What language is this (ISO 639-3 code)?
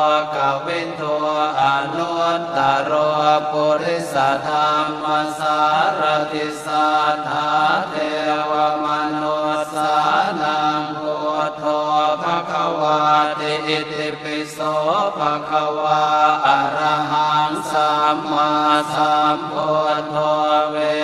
pli